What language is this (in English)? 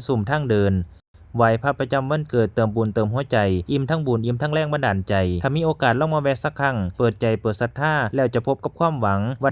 Lao